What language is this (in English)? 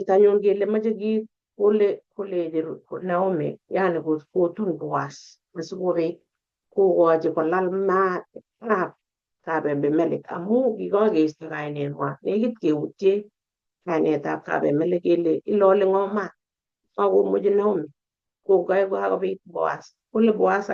Kalenjin